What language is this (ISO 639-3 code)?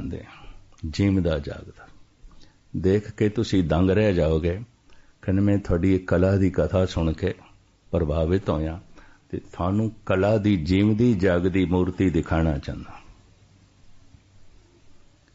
pan